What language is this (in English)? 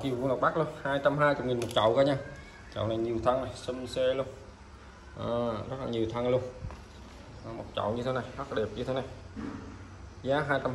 Vietnamese